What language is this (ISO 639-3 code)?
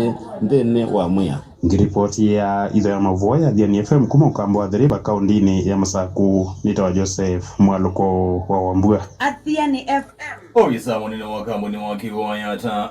kam